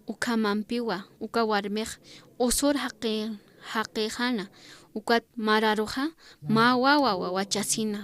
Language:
Aymara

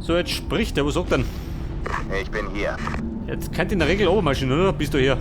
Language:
Bavarian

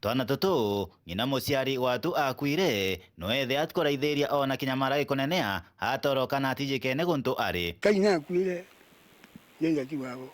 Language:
Meru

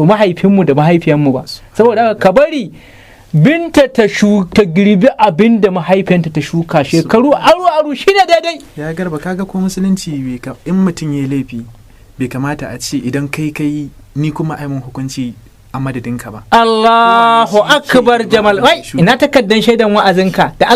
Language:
Hausa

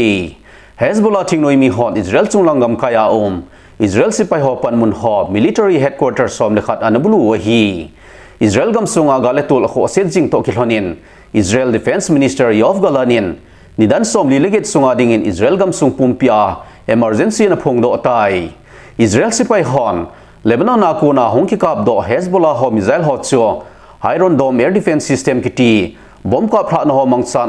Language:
Thado Chin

